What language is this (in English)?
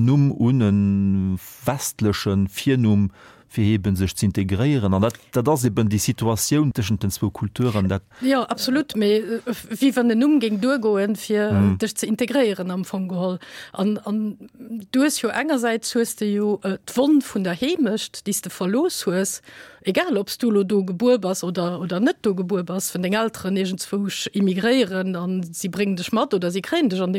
Luxembourgish